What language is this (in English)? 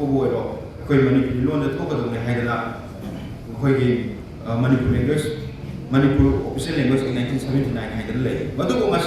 Manipuri